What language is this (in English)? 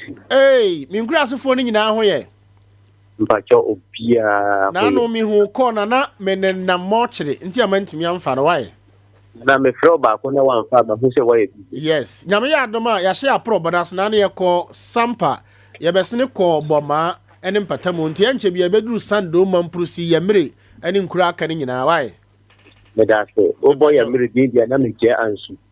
Akan